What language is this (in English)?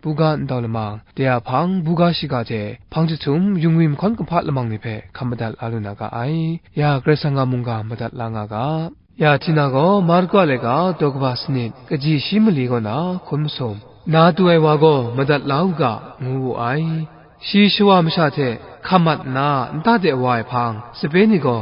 Kachin